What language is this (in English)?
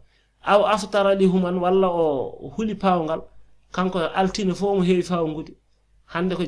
Fula